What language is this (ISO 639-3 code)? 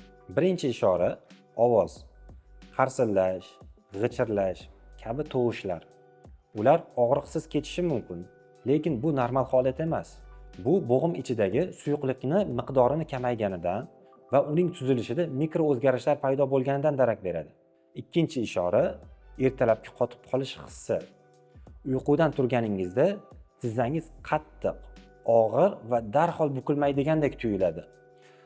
uzb